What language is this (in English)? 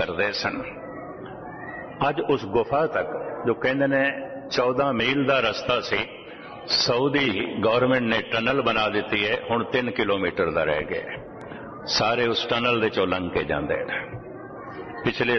Punjabi